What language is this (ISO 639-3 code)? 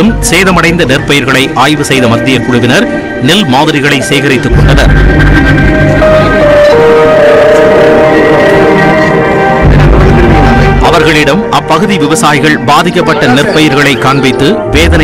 tam